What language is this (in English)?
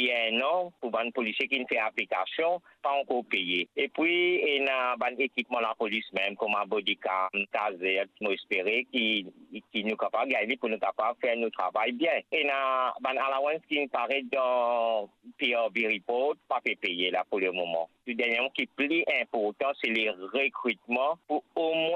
Morisyen